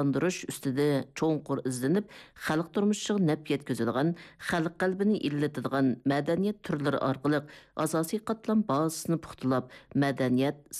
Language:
Uyghur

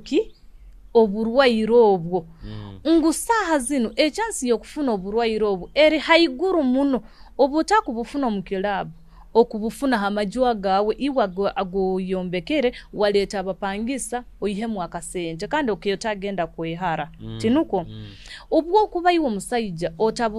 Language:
Nyoro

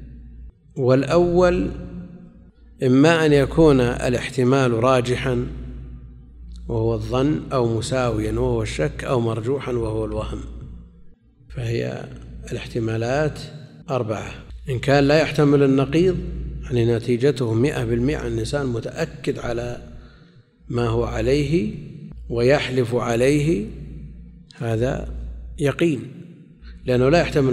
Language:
Arabic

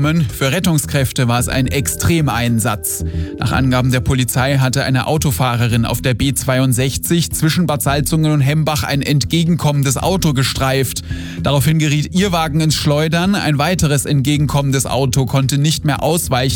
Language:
German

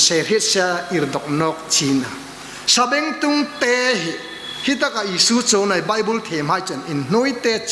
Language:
Hmar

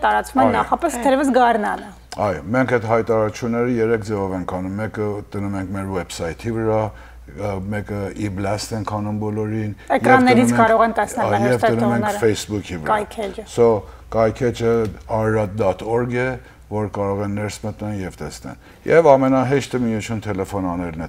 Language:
Western Armenian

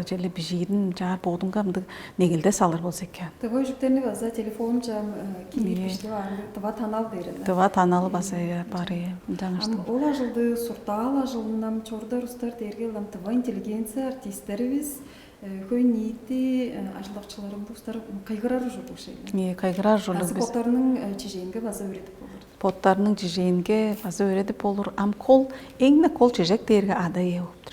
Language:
Tuvinian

